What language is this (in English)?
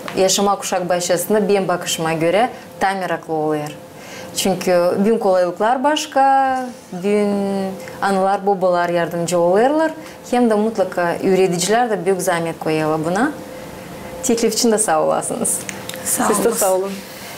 Gagauz